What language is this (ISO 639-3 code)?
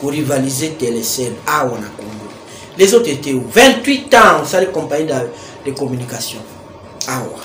lin